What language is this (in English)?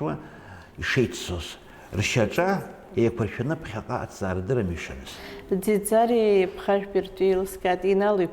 Abkhazian